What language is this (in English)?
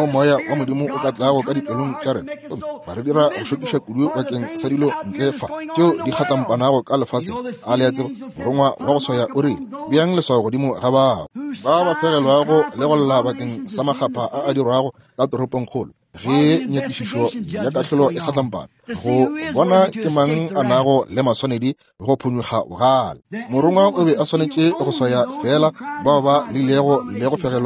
Northern Sotho